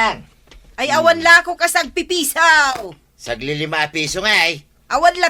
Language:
Iloko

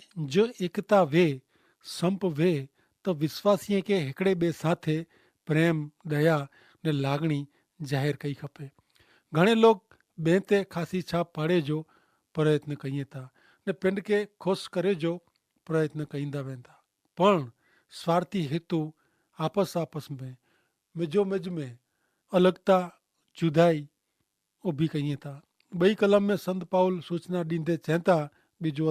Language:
Kachhi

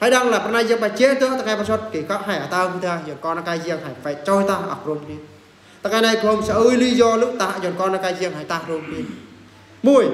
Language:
Eastern Bru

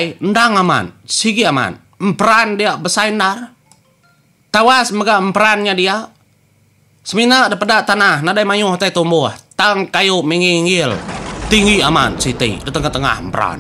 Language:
Iban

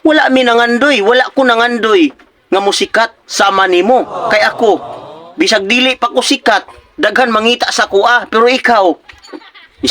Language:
Cebuano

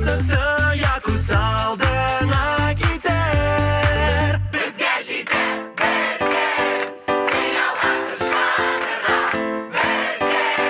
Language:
Tatar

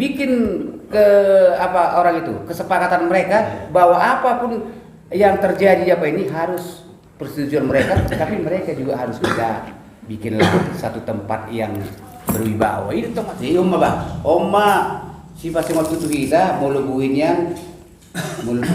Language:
Batak Toba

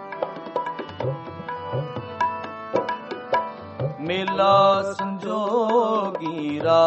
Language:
Punjabi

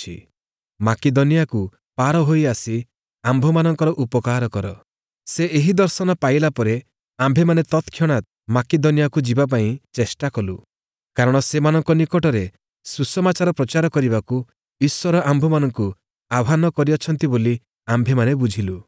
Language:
Odia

